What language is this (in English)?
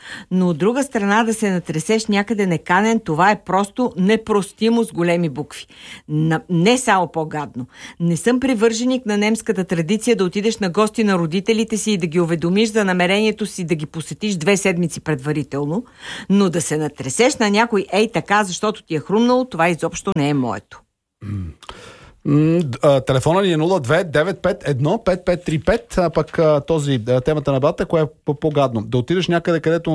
Bulgarian